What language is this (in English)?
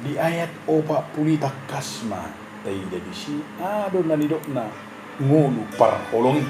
Batak Toba